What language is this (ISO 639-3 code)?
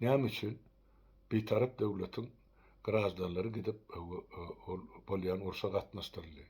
tuk